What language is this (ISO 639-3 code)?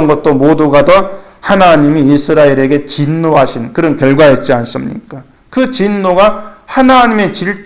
kor